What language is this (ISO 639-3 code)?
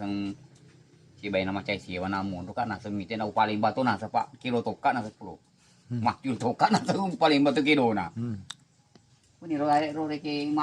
bug